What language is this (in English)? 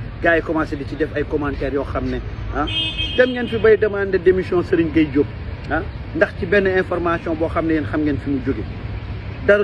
Wolof